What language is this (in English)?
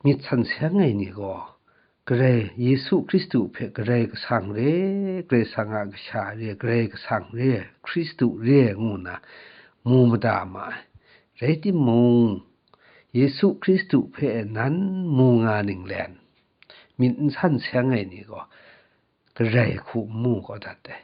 Kachin